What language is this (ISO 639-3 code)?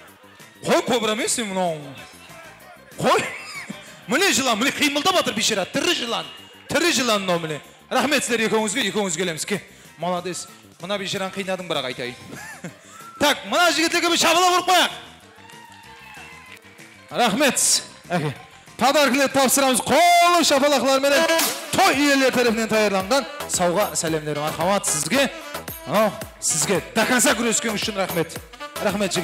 kaa